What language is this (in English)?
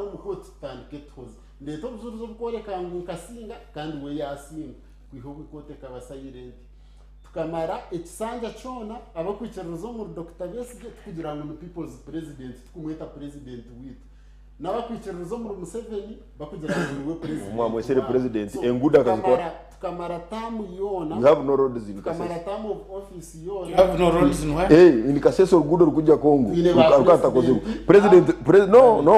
Nyankole